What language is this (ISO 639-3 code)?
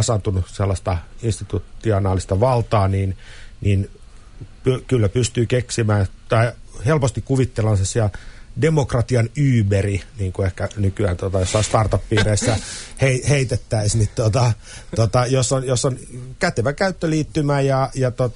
fin